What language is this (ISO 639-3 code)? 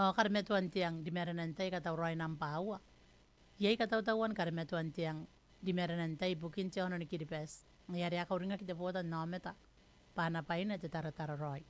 gil